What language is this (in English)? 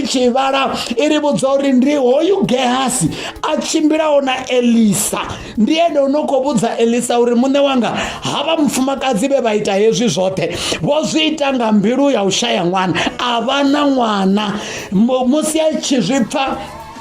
Venda